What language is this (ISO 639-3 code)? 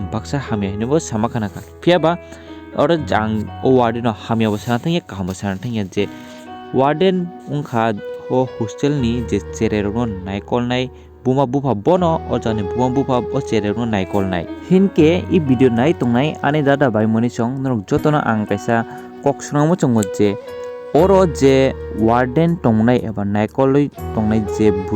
trp